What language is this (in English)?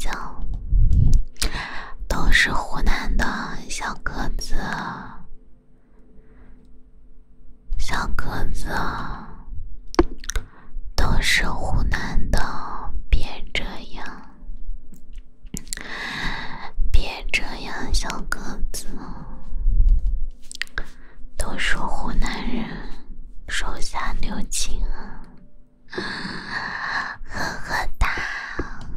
Chinese